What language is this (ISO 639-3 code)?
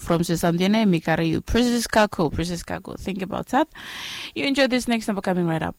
bis